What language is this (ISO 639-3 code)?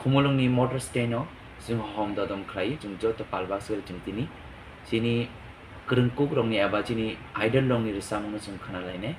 trp